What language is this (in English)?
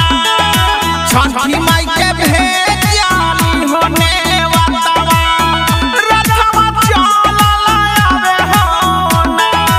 Bhojpuri